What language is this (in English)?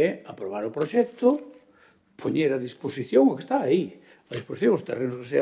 Galician